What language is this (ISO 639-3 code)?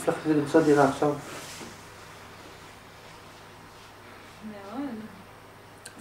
heb